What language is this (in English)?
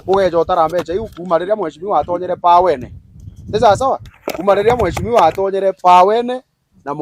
Meru